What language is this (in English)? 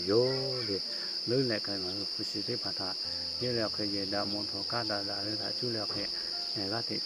Lahu